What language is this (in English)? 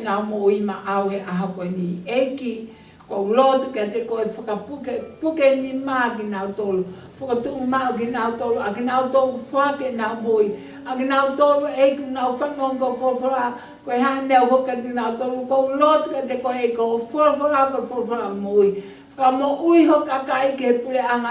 Tongan